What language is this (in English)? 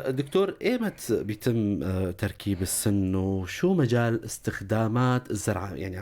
North Levantine Arabic